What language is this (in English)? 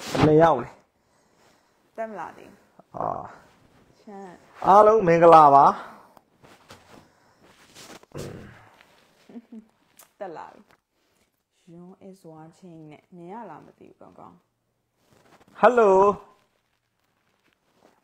Burmese